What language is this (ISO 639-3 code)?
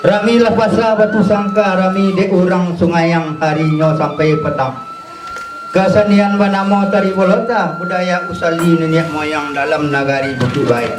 min